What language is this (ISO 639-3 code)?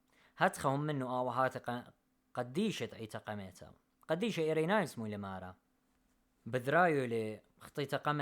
aii